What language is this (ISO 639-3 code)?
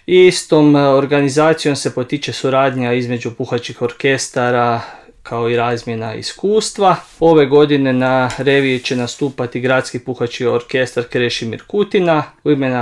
hrv